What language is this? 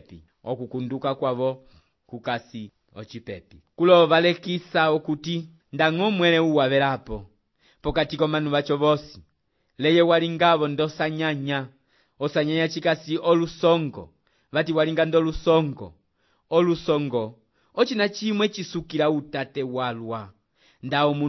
Umbundu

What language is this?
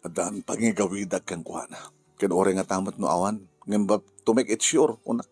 Iloko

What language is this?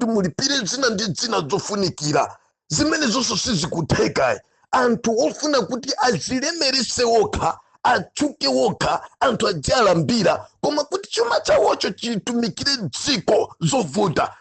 Nyanja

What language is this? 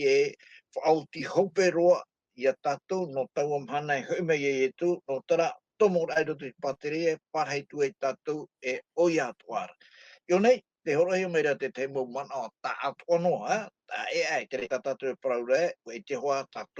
Tahitian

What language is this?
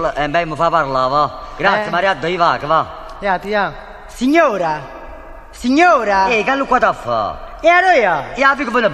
Neapolitan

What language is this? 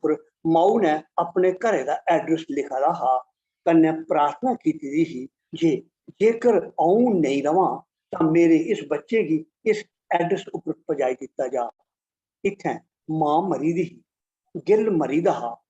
Dogri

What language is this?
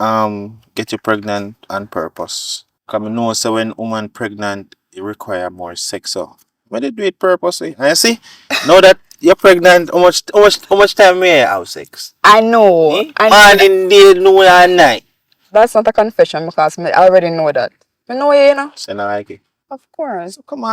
Jamaican Creole English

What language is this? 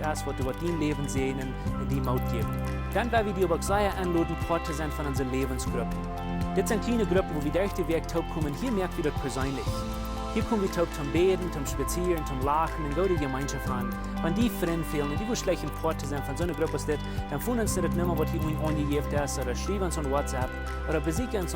Plautdietsch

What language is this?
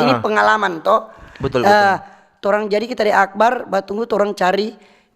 Manado Malay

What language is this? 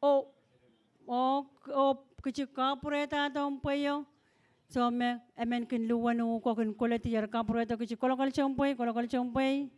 Pohnpeian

